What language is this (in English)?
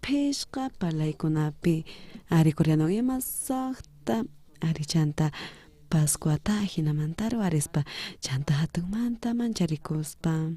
South Bolivian Quechua